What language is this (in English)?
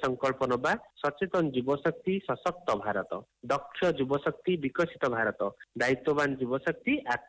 Odia